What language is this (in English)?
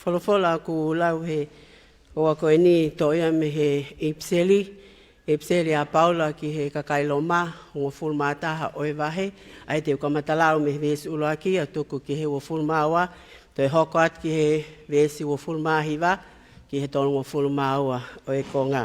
Tongan